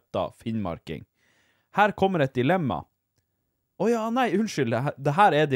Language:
Norwegian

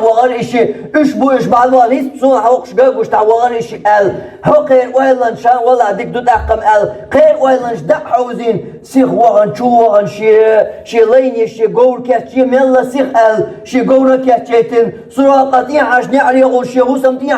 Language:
Chechen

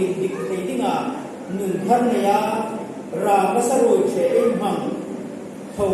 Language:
Hmar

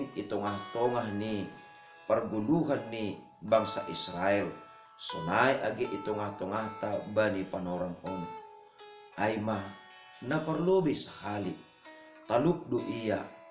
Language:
Batak Simalungun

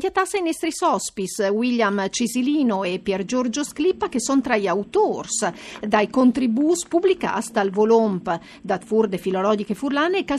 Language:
Friulian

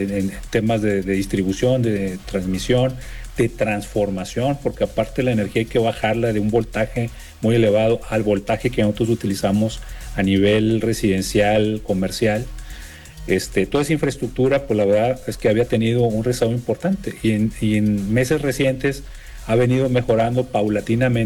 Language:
Spanish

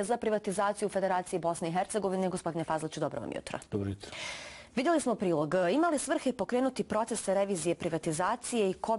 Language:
Bosnian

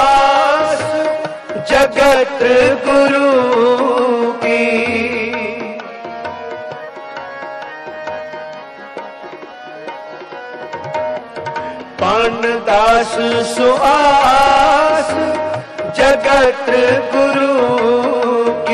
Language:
Hindi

